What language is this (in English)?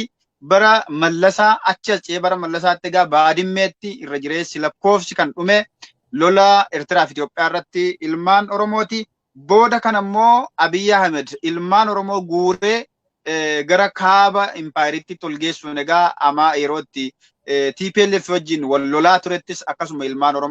Oromo